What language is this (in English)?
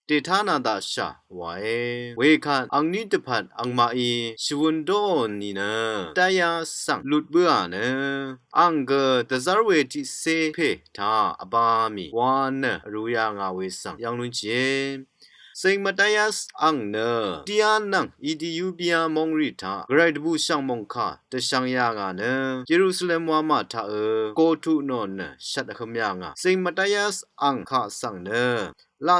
Rawang